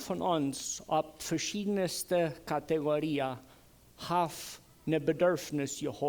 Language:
Plautdietsch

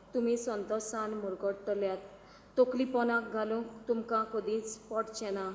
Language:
Konkani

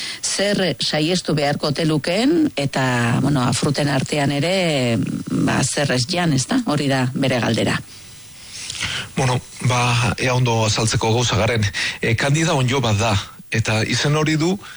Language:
Basque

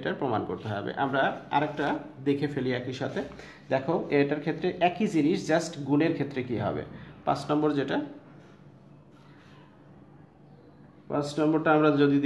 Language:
Bangla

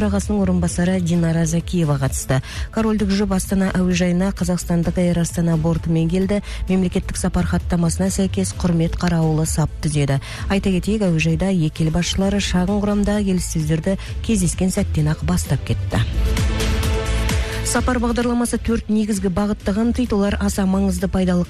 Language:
Kazakh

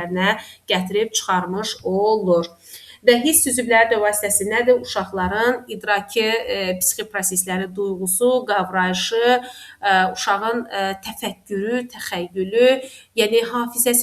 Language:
Azerbaijani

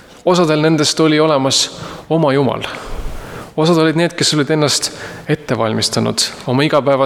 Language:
Estonian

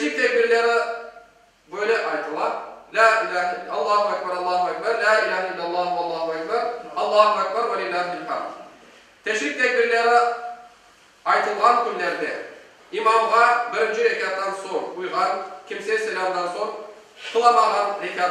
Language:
Crimean Tatar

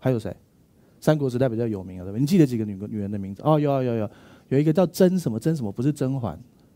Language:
Chinese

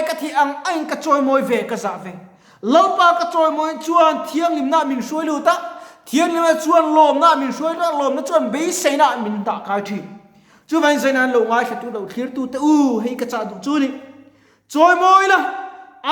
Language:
Mizo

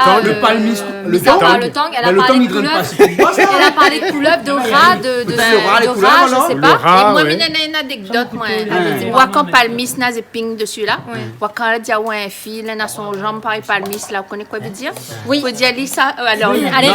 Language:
Réunion Creole French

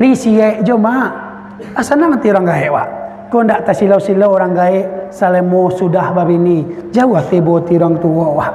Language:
Minangkabau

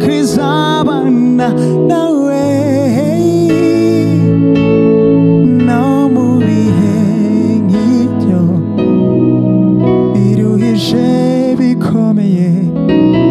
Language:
Kinyarwanda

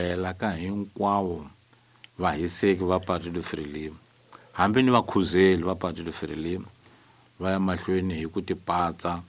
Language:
Tsonga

